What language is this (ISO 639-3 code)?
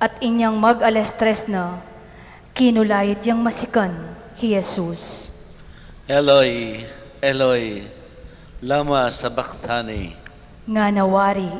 pam